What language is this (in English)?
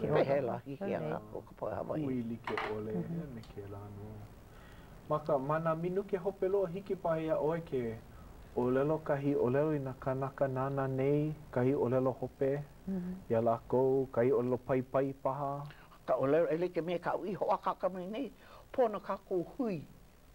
Hawaiian